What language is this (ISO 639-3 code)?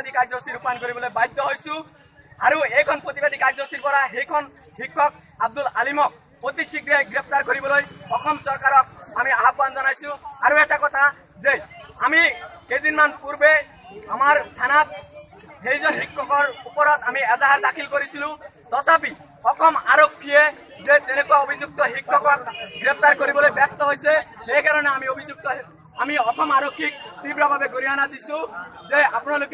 asm